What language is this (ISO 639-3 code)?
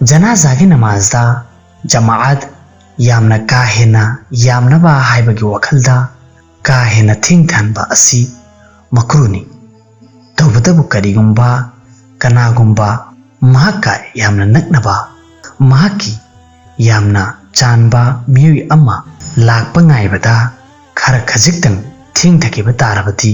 mni